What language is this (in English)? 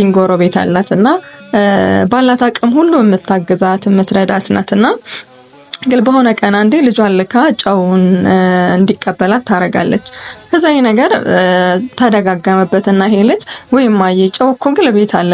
Amharic